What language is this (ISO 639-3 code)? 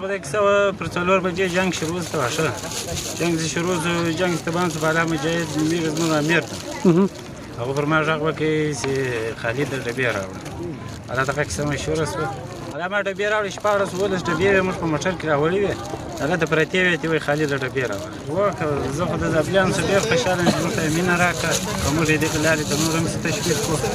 pus